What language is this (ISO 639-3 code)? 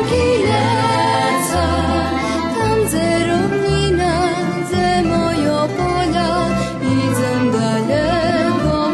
rue